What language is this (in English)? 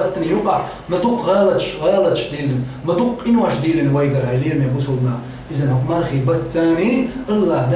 Chechen